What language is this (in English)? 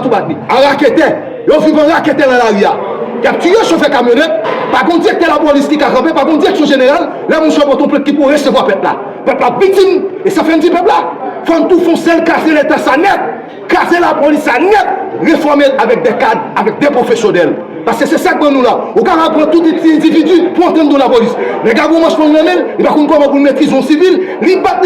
Haitian Creole